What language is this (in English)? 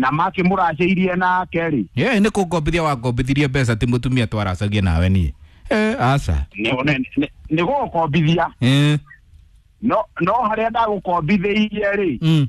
Kikuyu